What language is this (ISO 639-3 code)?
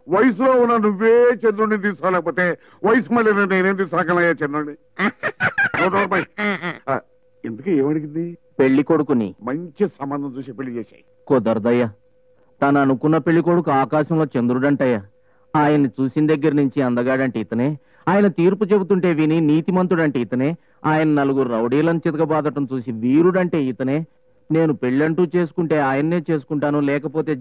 tel